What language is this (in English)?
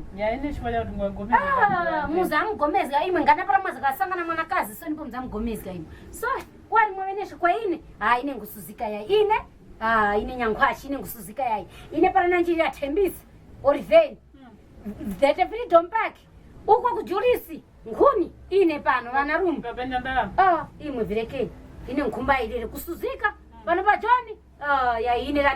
Tumbuka